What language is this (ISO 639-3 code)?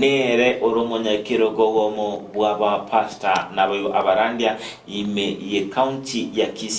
guz